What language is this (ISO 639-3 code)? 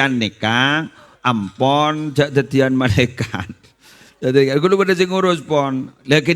mad